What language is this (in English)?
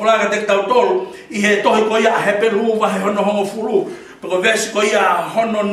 Tongan